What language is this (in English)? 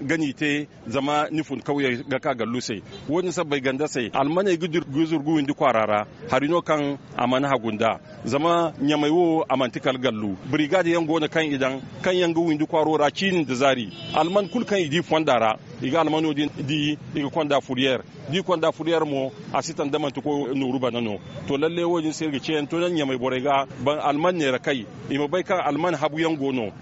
Zarma